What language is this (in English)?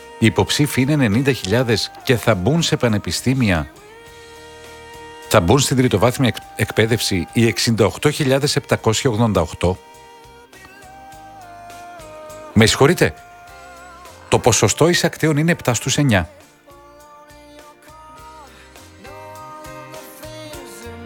Greek